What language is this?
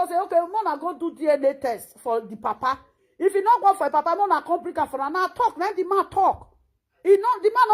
Nigerian Pidgin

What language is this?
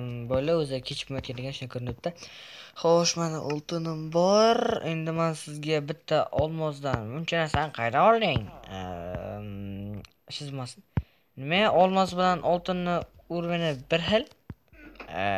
Uzbek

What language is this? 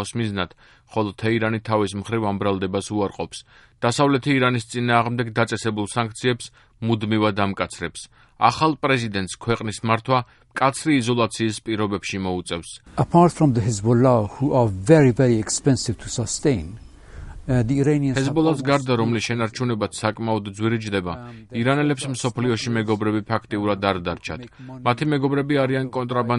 Georgian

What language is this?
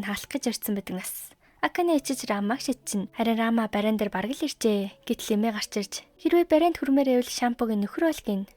Mongolian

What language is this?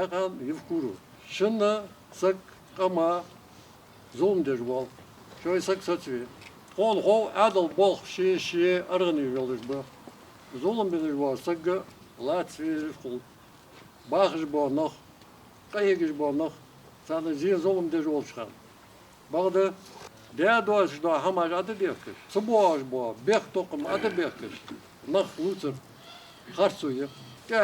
Ingush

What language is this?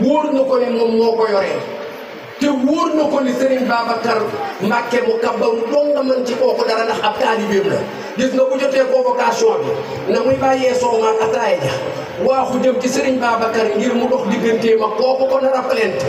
Wolof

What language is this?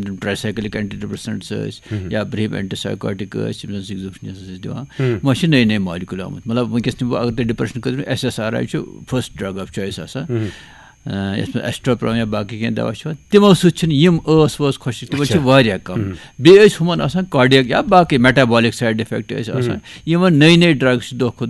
Kashmiri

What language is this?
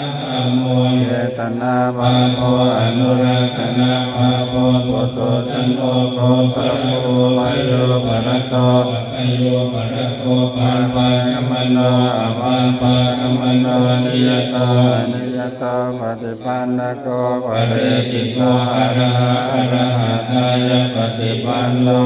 Pali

